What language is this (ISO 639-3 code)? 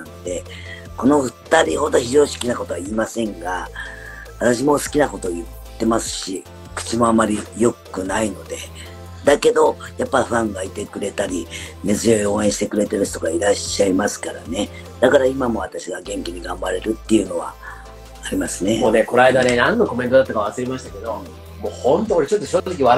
jpn